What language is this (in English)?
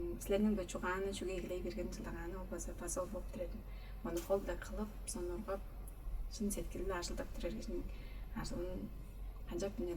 Tuvinian